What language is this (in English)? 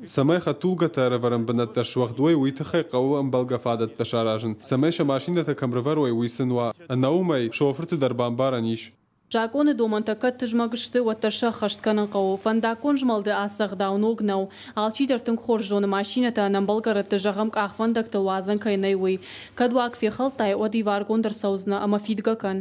Ossetic